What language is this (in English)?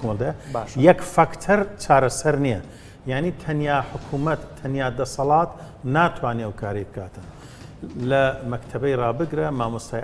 Central Kurdish